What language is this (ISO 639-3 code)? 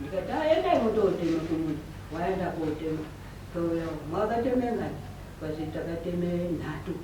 sna